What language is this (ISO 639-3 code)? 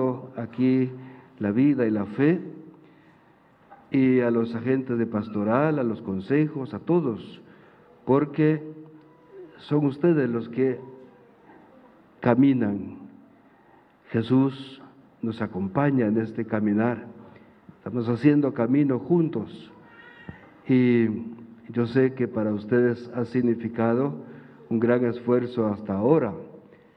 spa